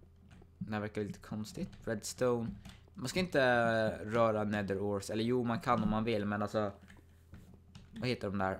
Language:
Swedish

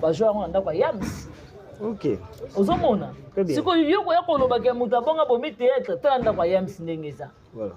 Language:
Lingala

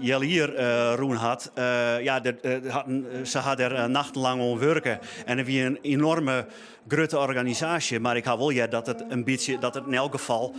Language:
Western Frisian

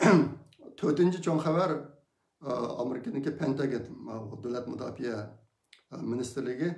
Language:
Uyghur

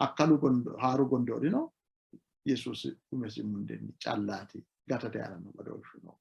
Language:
Sidamo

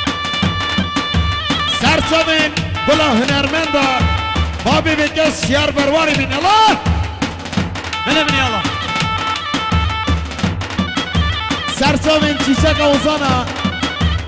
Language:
Kurdish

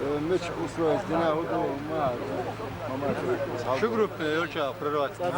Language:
Chechen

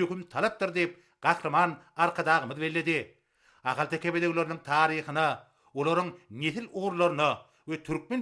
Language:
Turkmen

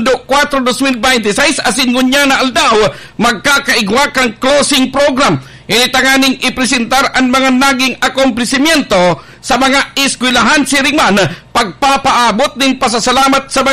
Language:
Bikol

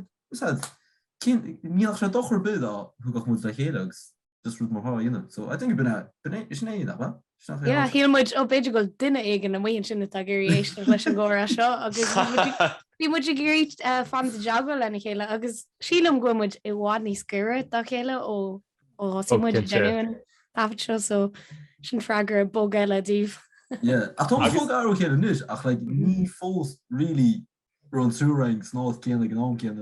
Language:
Irish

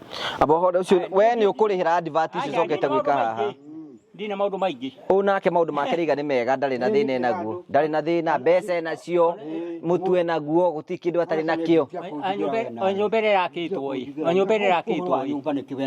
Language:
Kikuyu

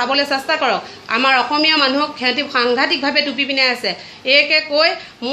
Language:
Assamese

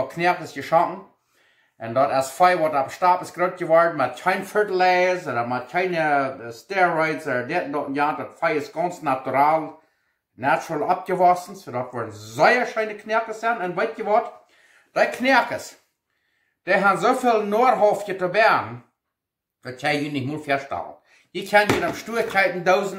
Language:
Plautdietsch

